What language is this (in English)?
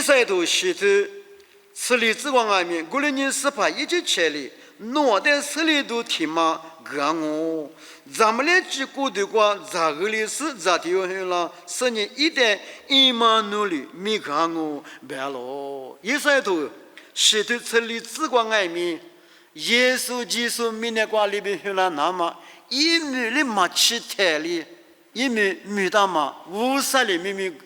Lisu